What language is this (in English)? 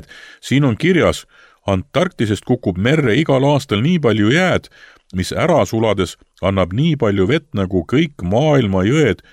Estonian